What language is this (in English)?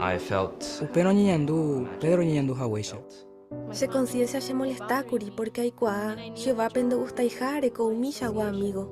Guarani